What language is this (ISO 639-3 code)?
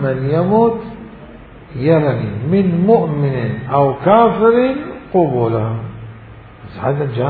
acm